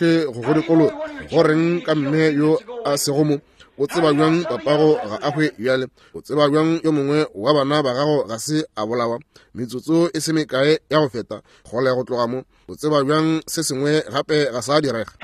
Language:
Northern Sotho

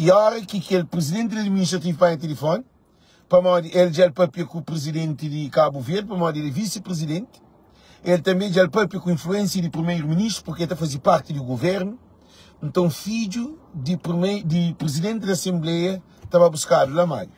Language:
Kabuverdianu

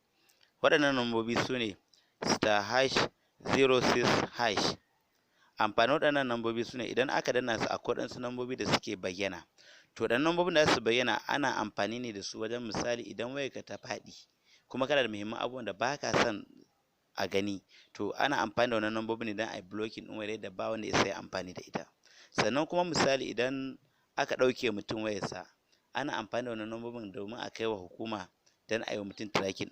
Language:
Hausa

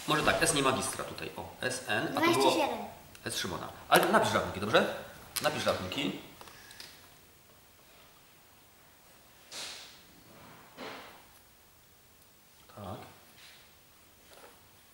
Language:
Polish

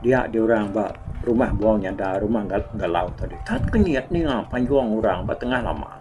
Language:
Iban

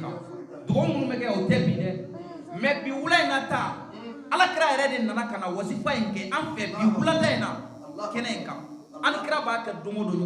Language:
Bambara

